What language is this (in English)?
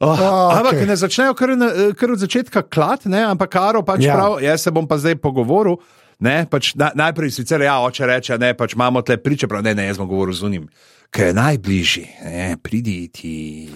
Slovenian